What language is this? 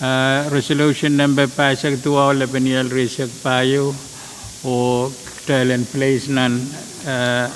Pohnpeian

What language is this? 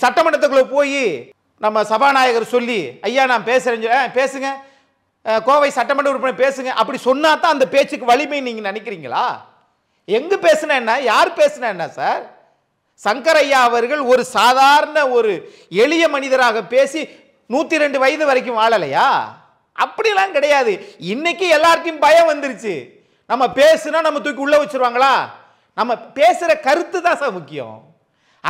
Tamil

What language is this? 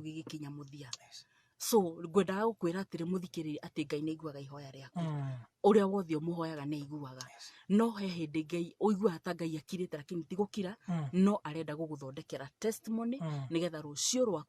Kikuyu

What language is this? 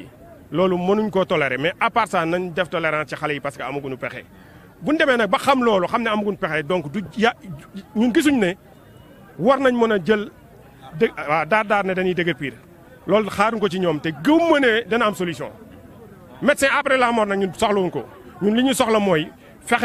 Wolof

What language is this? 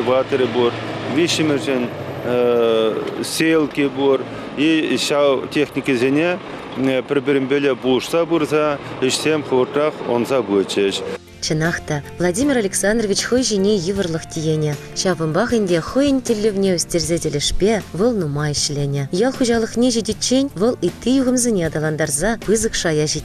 Chuvash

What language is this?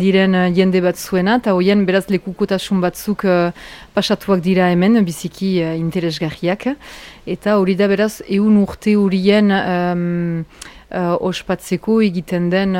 Basque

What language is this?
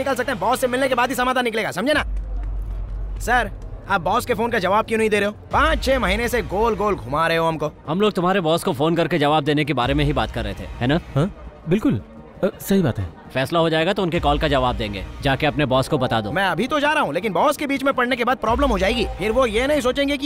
Hindi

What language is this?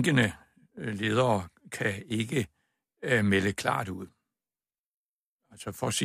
Danish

